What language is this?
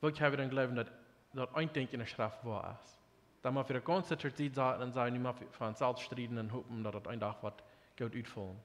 Plautdietsch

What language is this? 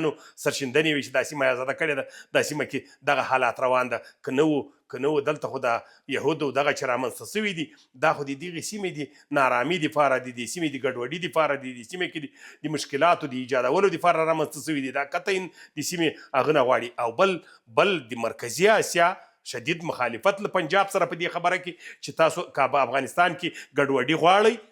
Pashto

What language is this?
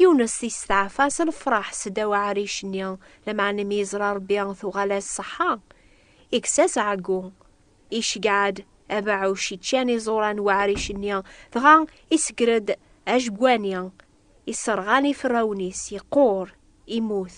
Kabyle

